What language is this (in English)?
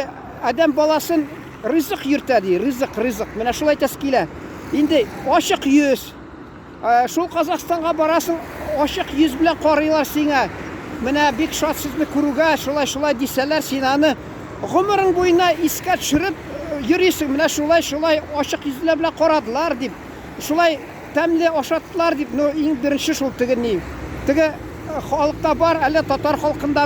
Tatar